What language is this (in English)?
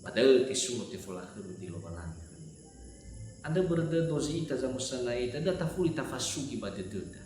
Nias